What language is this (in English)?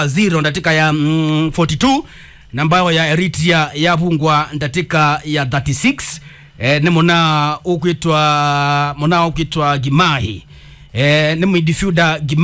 Kamba